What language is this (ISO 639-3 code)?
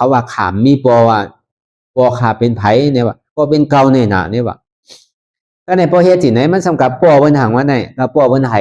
shn